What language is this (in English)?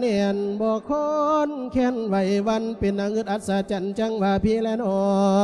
Lao